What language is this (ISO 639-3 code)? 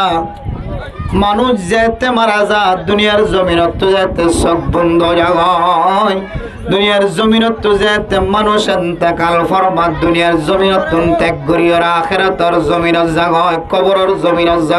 rhg